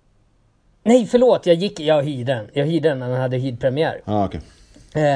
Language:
Swedish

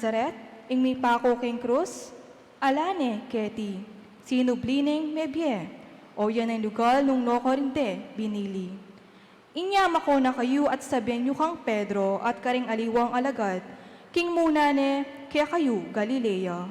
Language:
Pampanga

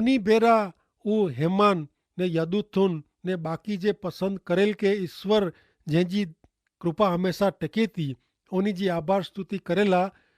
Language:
Kachhi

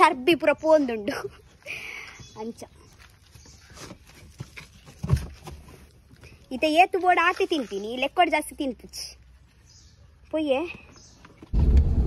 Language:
Tulu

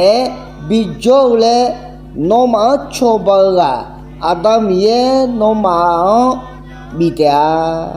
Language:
Akha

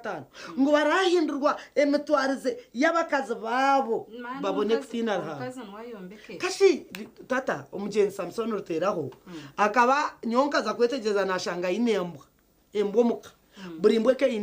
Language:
Nyankole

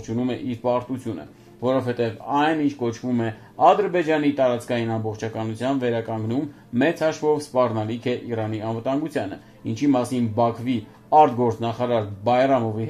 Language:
Armenian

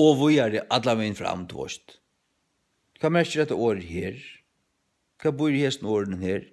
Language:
Faroese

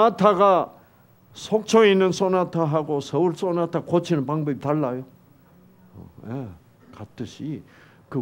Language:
Korean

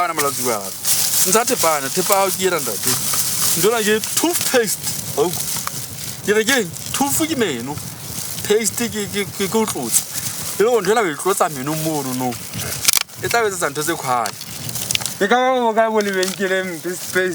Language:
Southern Sotho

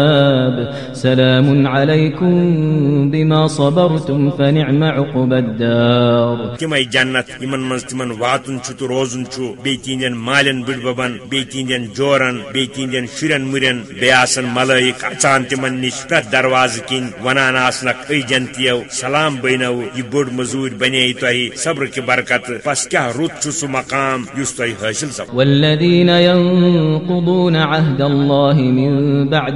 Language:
Kashmiri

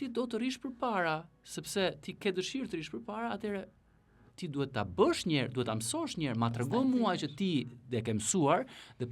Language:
Albanian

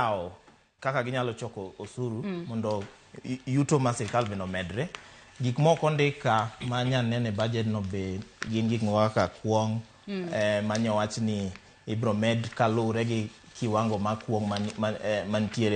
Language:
Luo (Kenya and Tanzania)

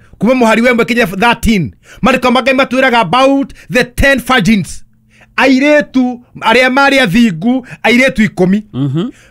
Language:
Kikuyu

